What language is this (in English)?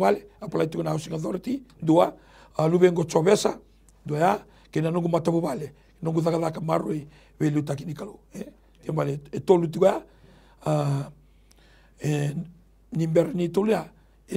Fijian